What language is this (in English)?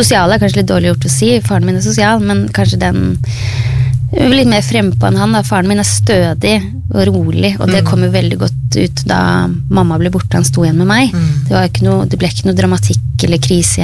Norwegian